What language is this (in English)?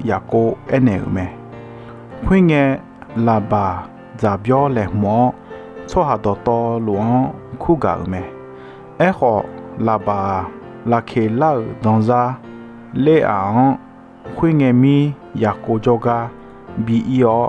Akha